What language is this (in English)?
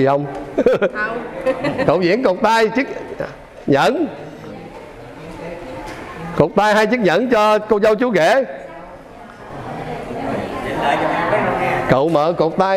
Vietnamese